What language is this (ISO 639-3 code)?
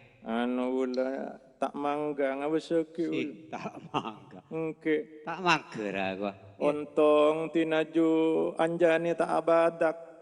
mad